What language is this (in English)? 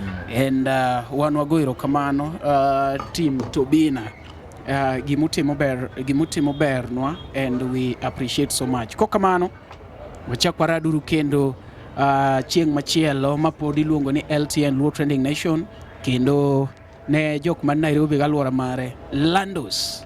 Luo (Kenya and Tanzania)